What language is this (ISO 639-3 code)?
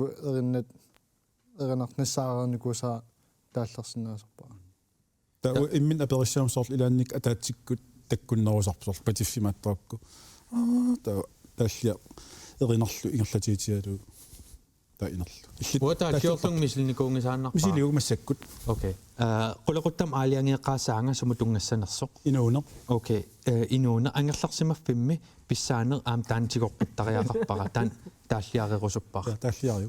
kal